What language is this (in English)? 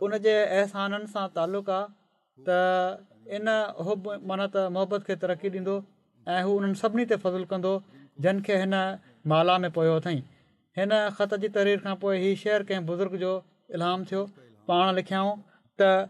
Sindhi